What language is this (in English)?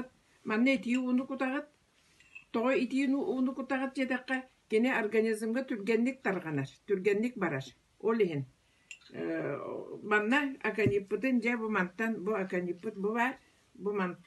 Yakut